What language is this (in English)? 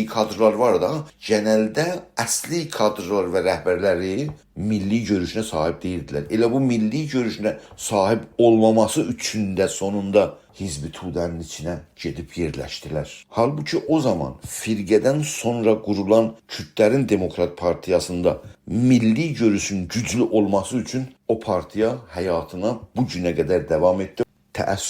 South Azerbaijani